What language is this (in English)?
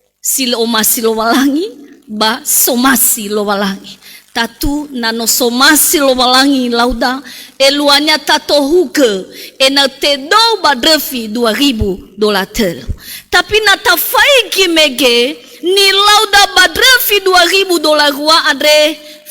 Nias